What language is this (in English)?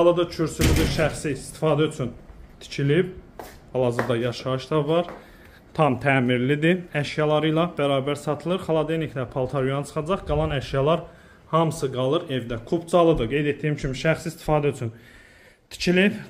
Azerbaijani